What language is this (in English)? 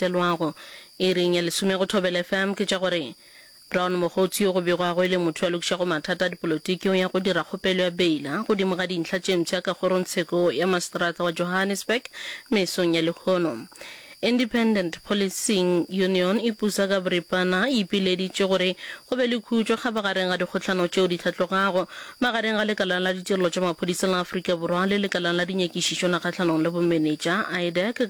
Northern Sotho